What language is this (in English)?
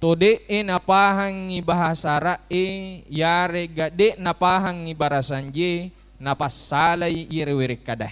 Buginese